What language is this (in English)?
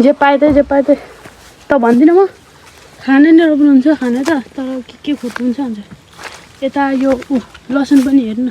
Nepali